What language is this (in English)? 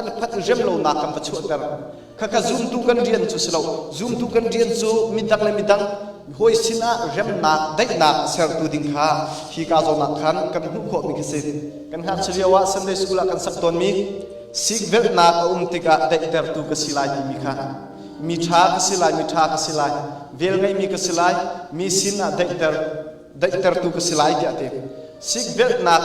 Hakha Chin